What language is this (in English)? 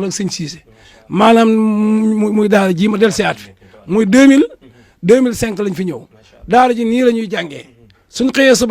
Wolof